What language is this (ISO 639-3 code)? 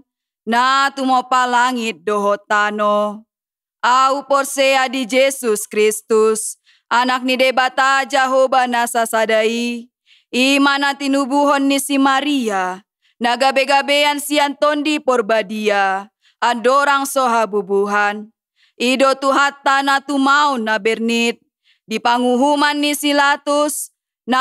bbc